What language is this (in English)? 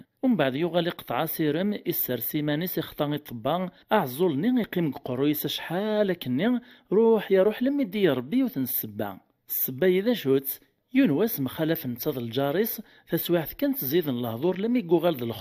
Kabyle